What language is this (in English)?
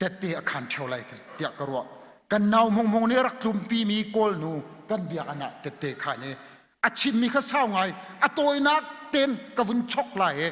Hakha Chin